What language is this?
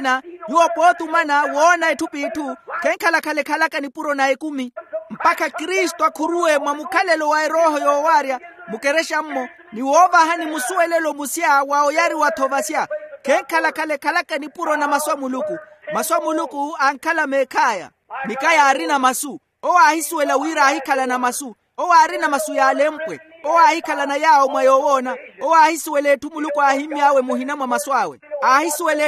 Makhuwa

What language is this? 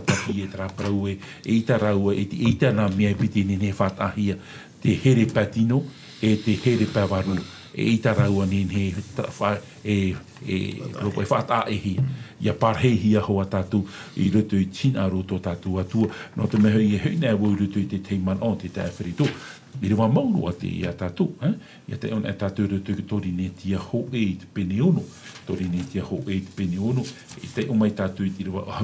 Tahitian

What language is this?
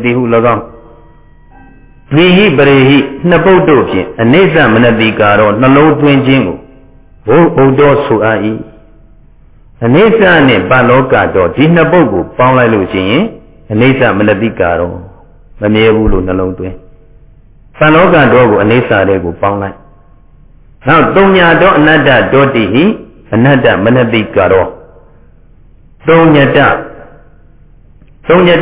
Burmese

